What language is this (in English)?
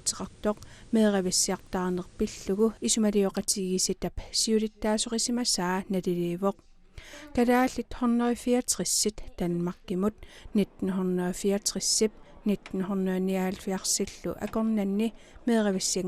Kalaallisut